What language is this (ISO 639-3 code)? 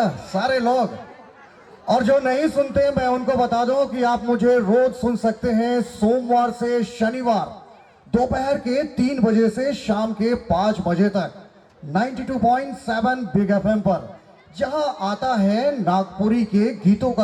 sck